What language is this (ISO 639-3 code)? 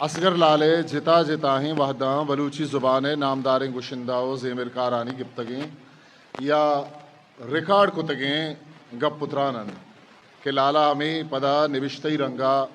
bgp